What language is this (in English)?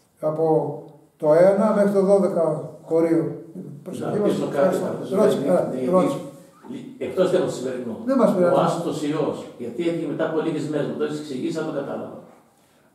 Greek